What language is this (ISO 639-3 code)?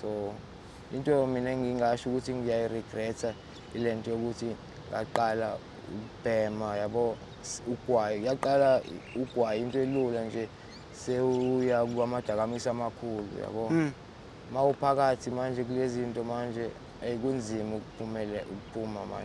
zul